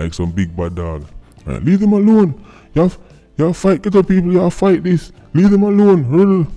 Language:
Jamaican Creole English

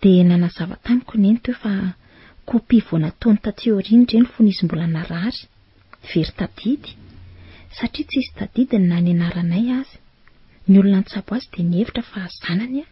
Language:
Malagasy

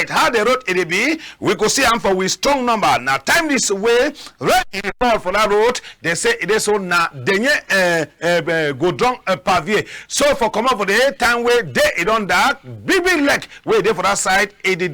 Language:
Cameroon Pidgin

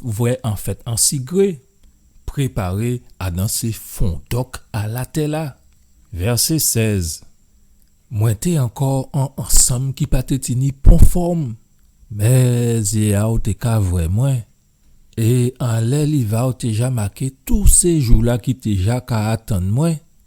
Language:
Guadeloupean Creole French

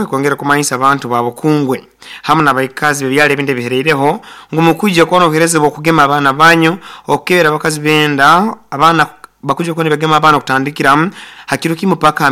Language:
Nyoro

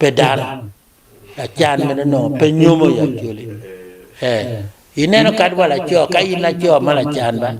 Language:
Acoli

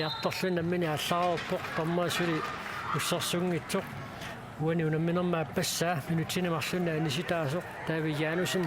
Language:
Kalaallisut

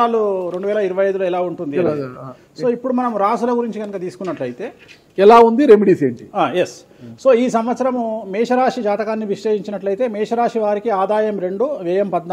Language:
Telugu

